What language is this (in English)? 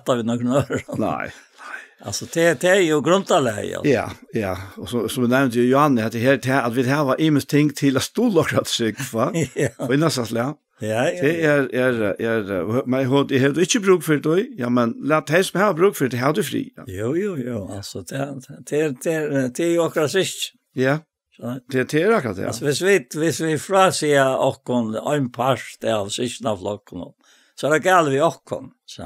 Faroese